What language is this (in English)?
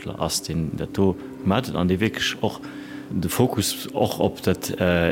Luxembourgish